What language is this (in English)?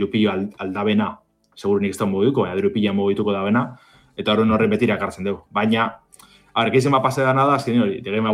Basque